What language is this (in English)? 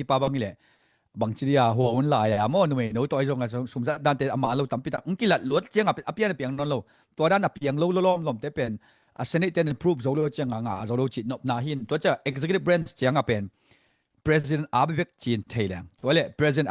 Tedim Chin